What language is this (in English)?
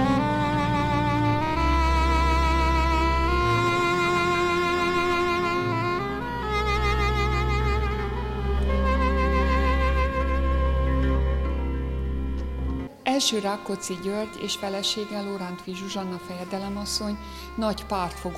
Hungarian